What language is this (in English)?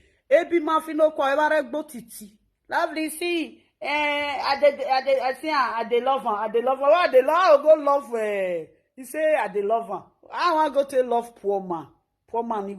Nigerian Pidgin